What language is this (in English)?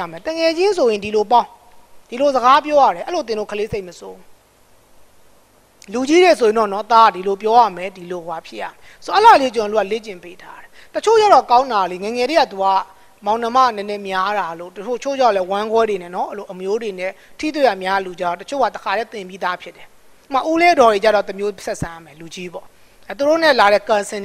Burmese